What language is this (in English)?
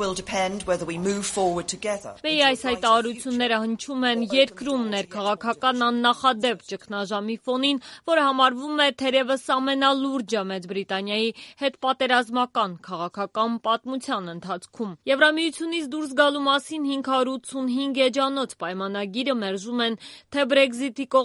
Armenian